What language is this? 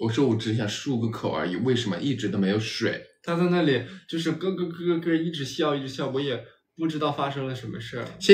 Chinese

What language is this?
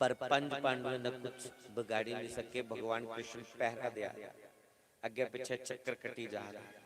Dogri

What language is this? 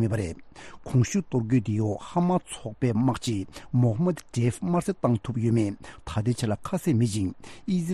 Tibetan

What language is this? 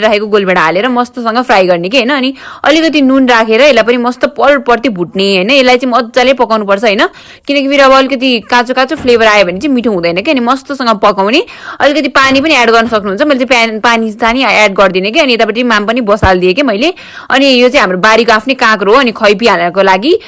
Nepali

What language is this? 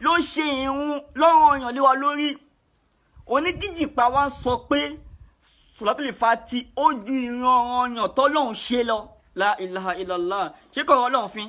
Yoruba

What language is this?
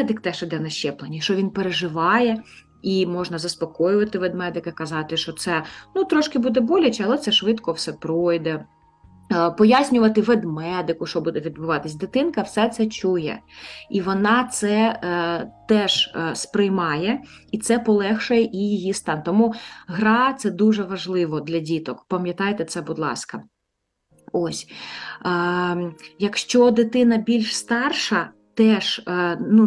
Ukrainian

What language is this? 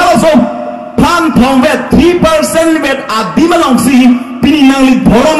Karbi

